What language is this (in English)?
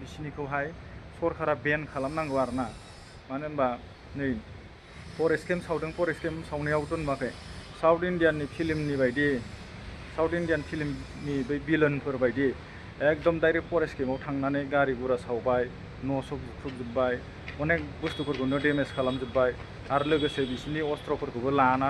Bodo